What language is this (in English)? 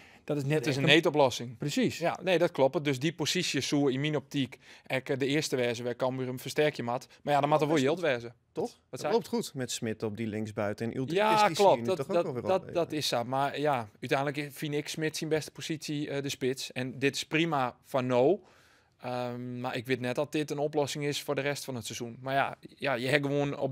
Western Frisian